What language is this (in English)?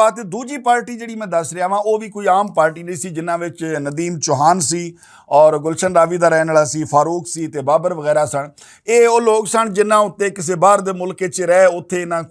Western Panjabi